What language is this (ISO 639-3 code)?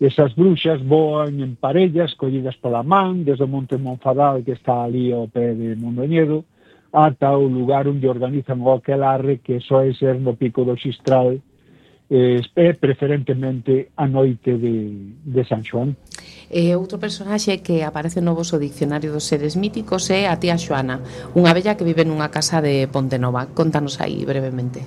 glg